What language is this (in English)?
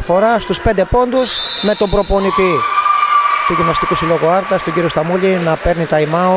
Greek